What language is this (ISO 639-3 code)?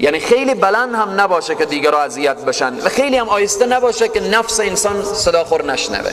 fas